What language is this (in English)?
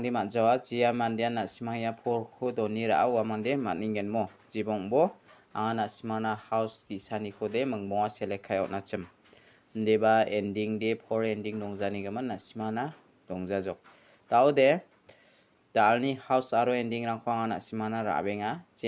Garo